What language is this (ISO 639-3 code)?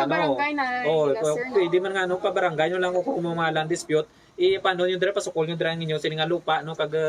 hil